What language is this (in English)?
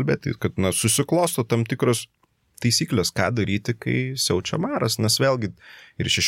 Lithuanian